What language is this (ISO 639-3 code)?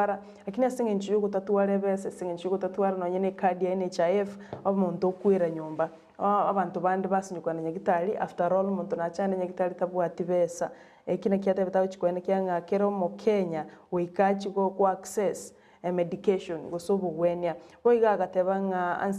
guz